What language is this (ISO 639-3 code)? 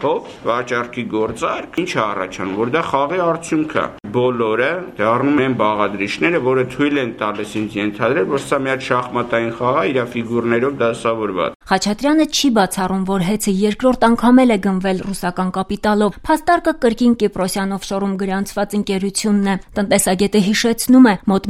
hye